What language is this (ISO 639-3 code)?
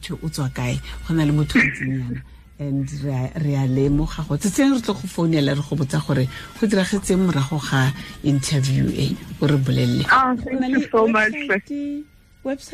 tsn